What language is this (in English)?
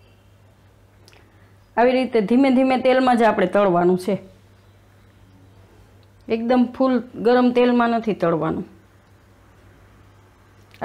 Gujarati